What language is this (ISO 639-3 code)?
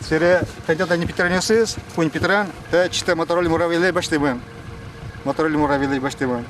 udm